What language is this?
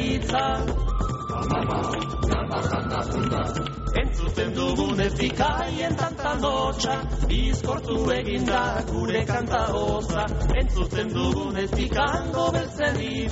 Basque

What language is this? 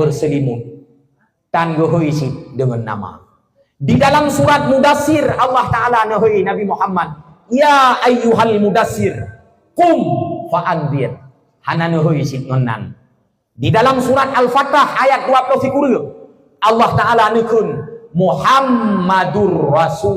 Achinese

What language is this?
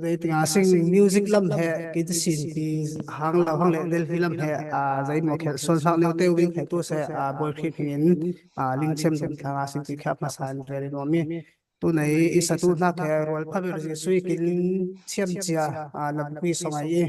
Falam Chin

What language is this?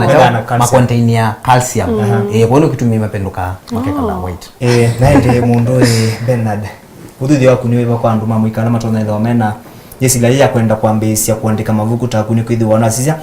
Kamba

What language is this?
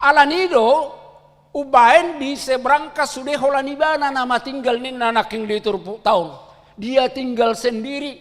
Batak Toba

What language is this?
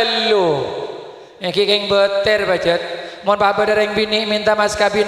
Madurese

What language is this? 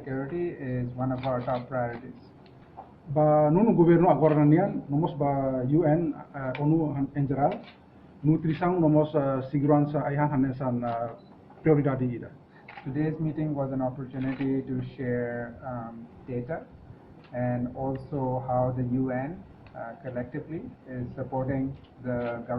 Tetum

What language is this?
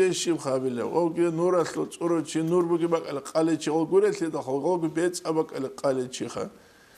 Avaric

